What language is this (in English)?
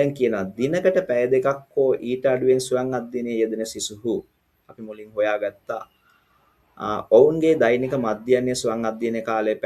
Sinhala